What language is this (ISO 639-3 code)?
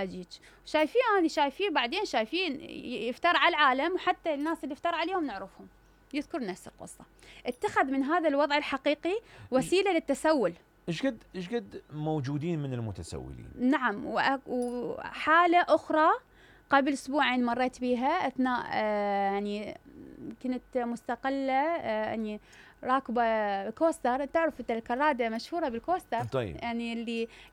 acm